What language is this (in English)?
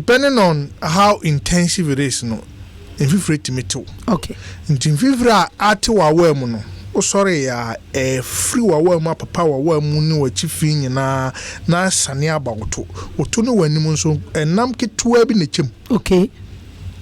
Akan